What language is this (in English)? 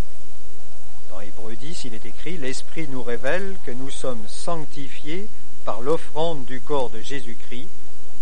French